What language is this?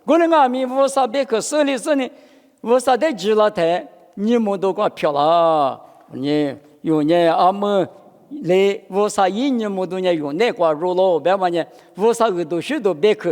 Lisu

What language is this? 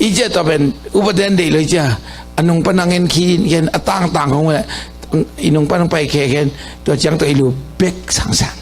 Tedim Chin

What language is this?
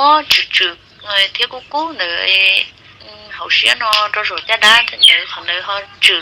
Hmong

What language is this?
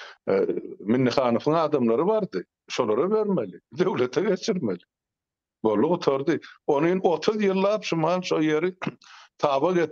Turkmen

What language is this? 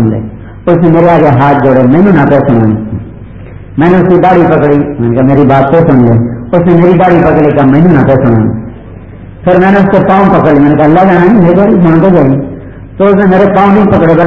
Urdu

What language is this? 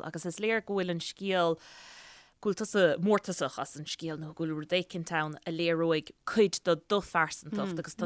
Irish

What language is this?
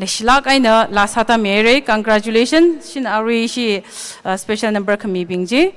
Tangkhul Naga (India)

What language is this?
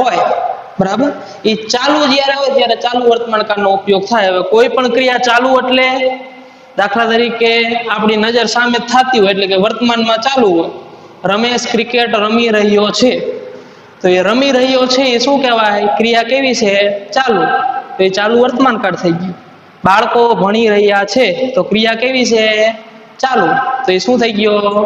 Gujarati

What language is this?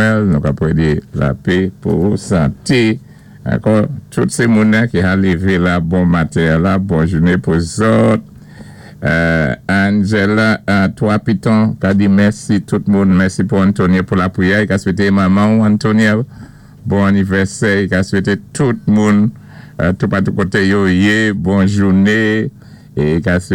Saint Lucian Creole French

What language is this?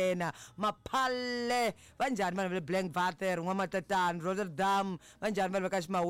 Tsonga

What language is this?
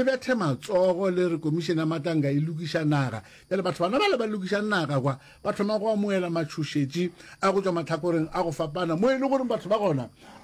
Northern Sotho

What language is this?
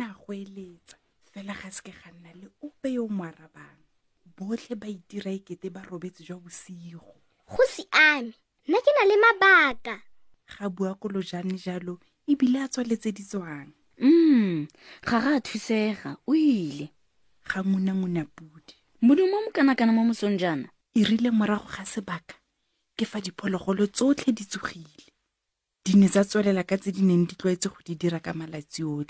Tswana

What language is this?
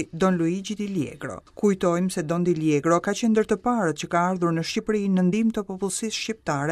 Albanian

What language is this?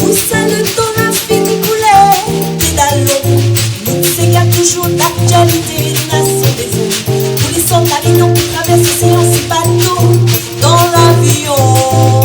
Réunion Creole French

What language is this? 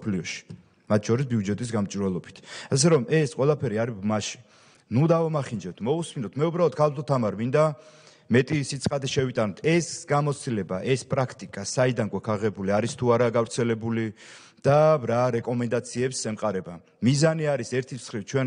Georgian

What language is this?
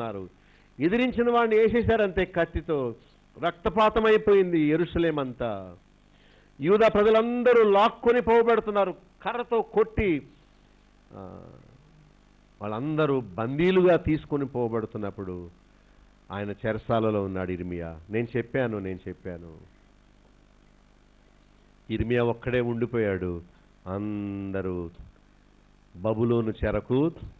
Telugu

